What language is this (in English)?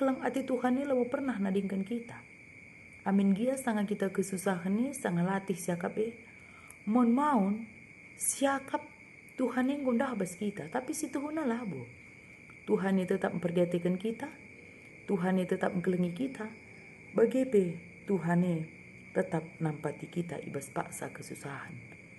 Batak Karo